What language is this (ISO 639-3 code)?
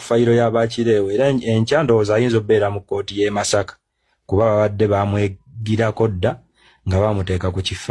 lug